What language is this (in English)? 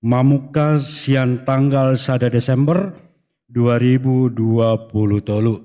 Batak Toba